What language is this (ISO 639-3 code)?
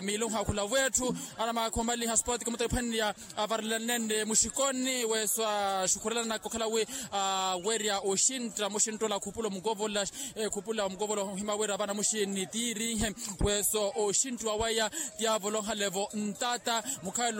vmw